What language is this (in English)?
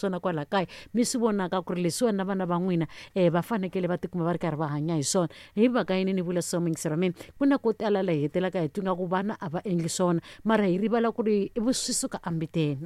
Tsonga